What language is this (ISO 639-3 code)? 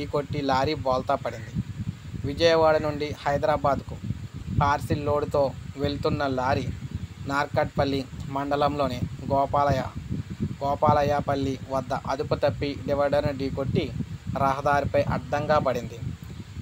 tel